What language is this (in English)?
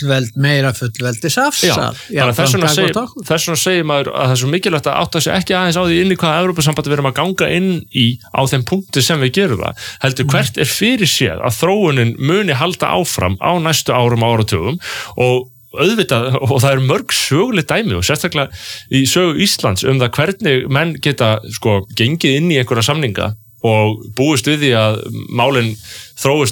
Icelandic